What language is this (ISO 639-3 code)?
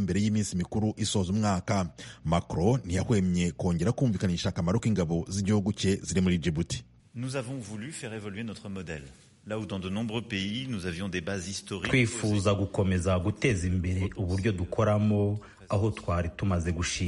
kin